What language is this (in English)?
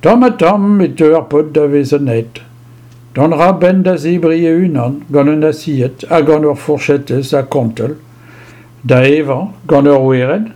Breton